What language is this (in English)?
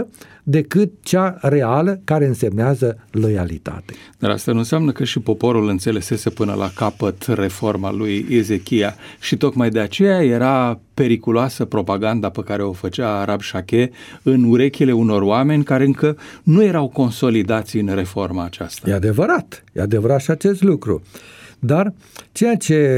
Romanian